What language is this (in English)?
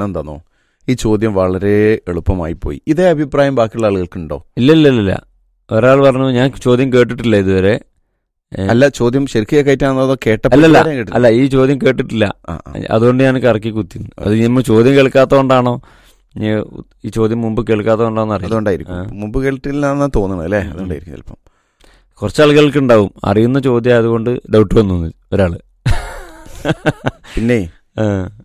Malayalam